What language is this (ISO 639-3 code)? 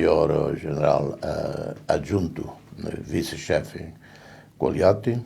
tet